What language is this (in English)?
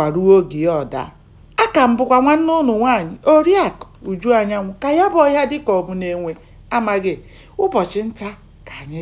Igbo